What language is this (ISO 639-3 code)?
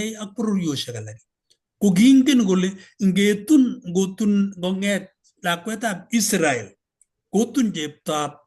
kln